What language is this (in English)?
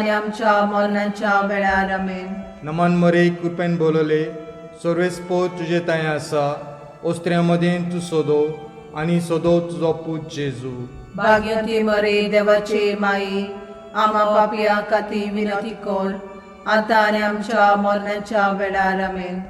Konkani